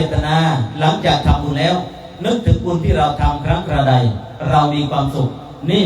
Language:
Northeastern Thai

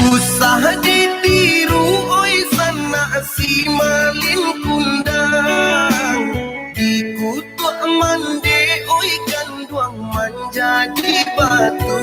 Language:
Minangkabau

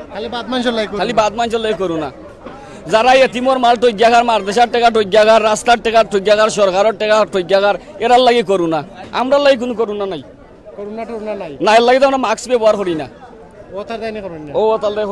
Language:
Sylheti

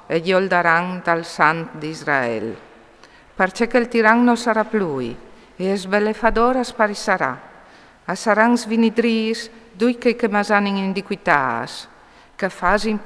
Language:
Friulian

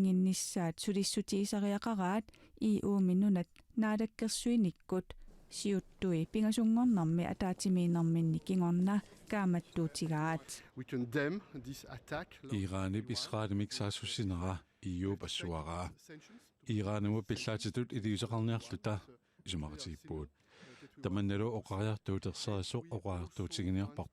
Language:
Kalaallisut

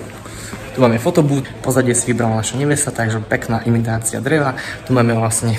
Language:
Slovak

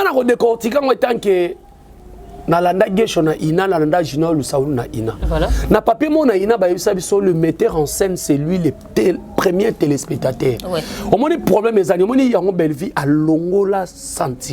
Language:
Lingala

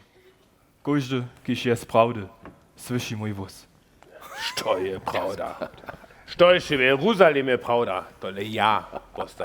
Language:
Upper Sorbian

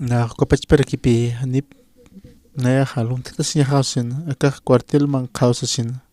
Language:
Aymara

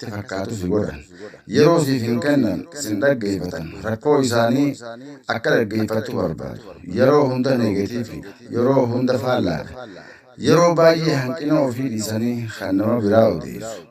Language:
Oromo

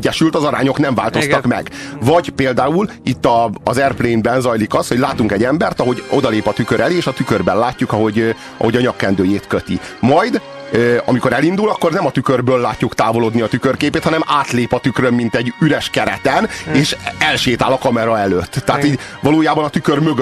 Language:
Hungarian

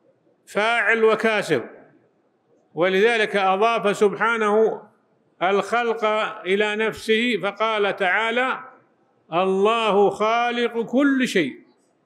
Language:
Arabic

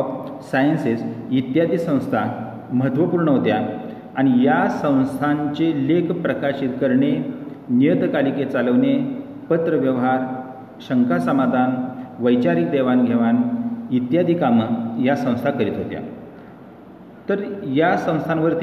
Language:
Marathi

